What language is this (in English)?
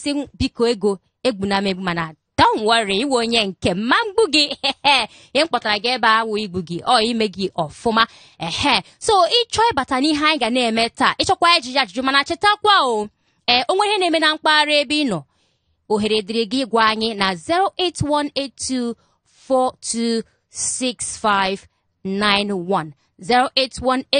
Igbo